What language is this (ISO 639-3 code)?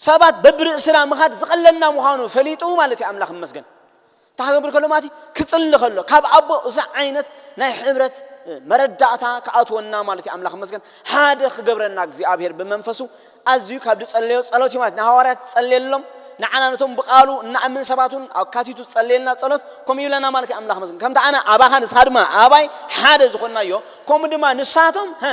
tir